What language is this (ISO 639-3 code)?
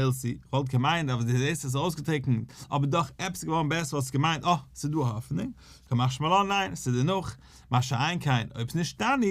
yid